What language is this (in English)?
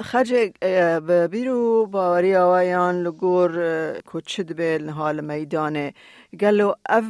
Kurdish